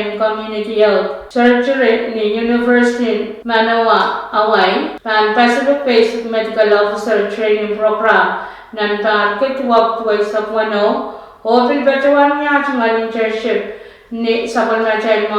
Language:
Pohnpeian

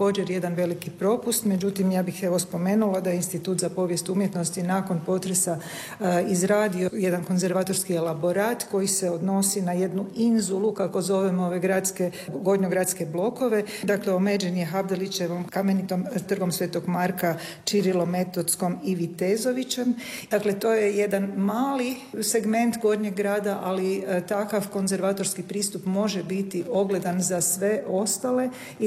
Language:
Croatian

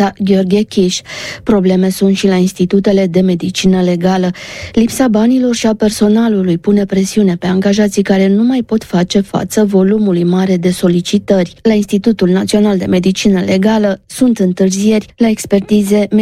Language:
Romanian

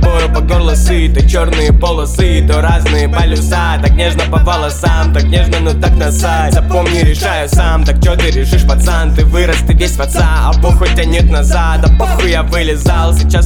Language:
Russian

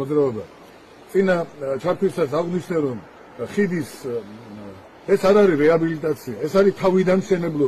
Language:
Georgian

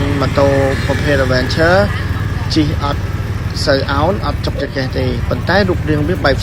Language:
Khmer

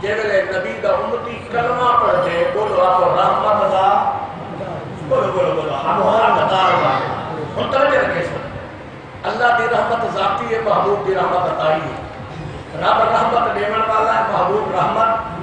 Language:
Saraiki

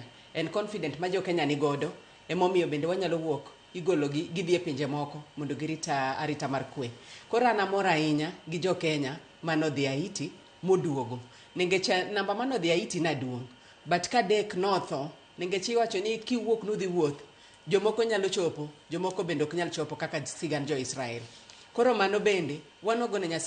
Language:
Luo (Kenya and Tanzania)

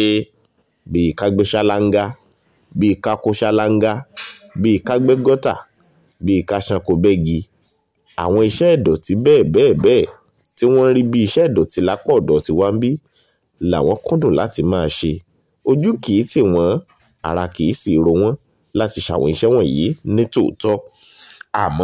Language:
Yoruba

